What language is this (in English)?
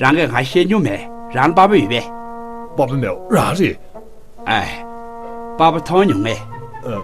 Tibetan